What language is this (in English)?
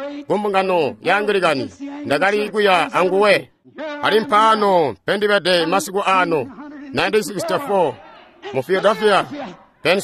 Tonga (Zambia)